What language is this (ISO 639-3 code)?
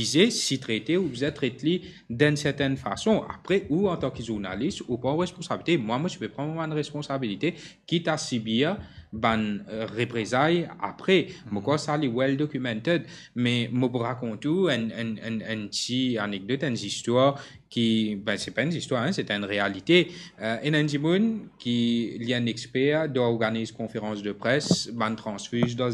mfe